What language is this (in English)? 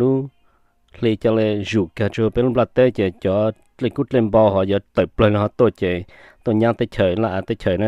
Hmong